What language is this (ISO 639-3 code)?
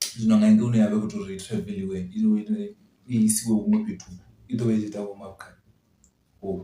ven